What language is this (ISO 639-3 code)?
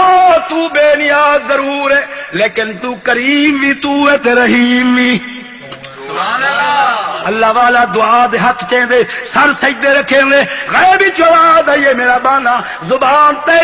skr